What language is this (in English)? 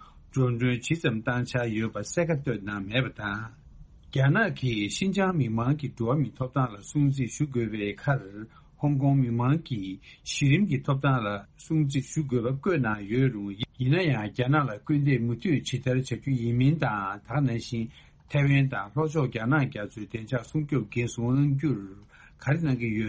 Tibetan